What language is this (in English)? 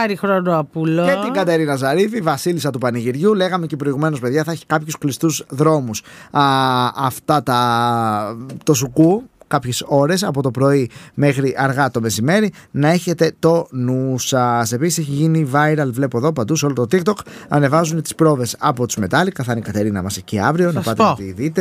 Greek